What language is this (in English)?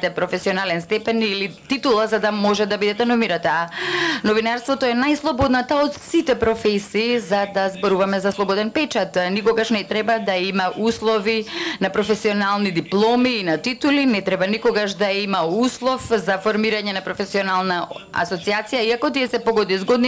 Macedonian